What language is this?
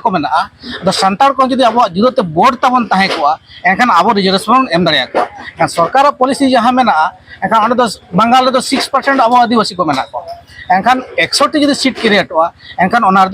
Santali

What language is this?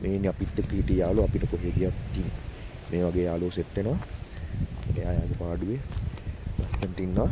Sinhala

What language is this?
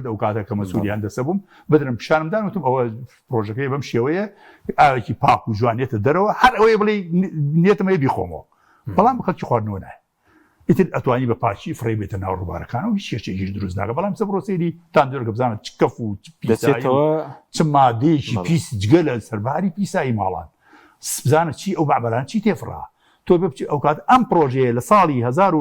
Central Kurdish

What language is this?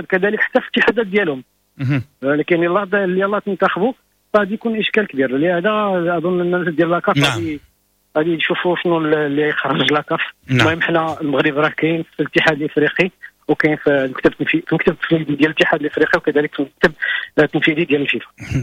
Moroccan Arabic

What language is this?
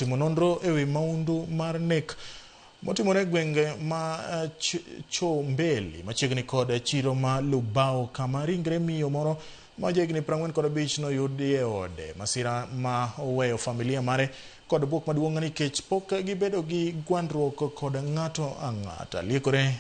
Luo (Kenya and Tanzania)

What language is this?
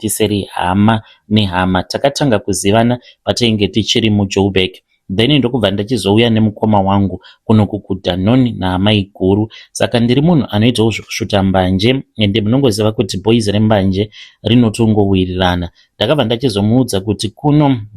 Shona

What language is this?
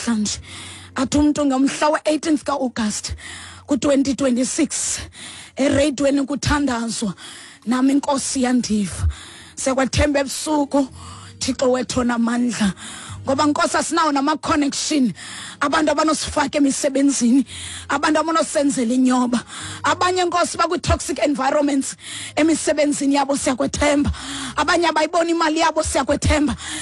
Xhosa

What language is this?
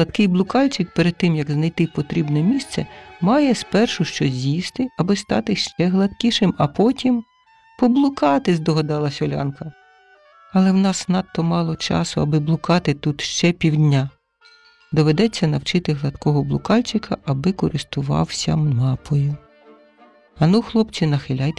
Ukrainian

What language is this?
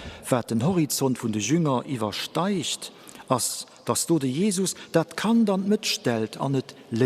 Luxembourgish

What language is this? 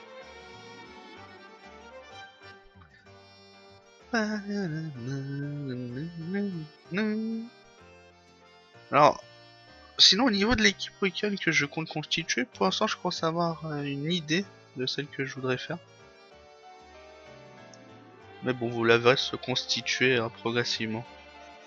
French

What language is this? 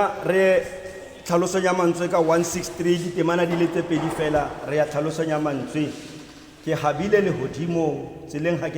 Tswana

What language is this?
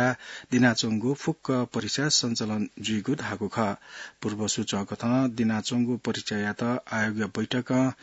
Newari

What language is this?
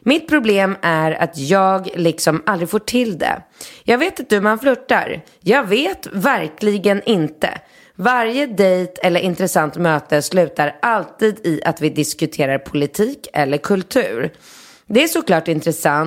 Swedish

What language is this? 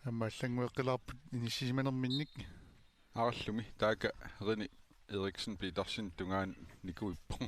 Kalaallisut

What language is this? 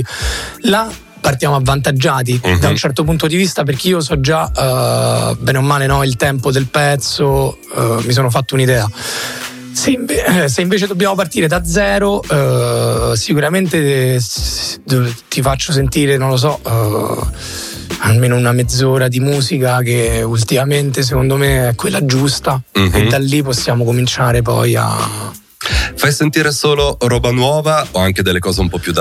Italian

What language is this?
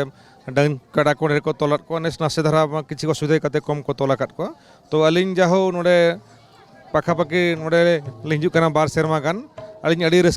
Santali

